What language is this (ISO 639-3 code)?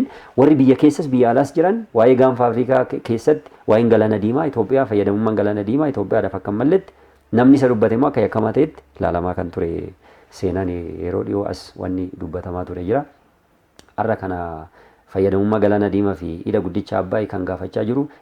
orm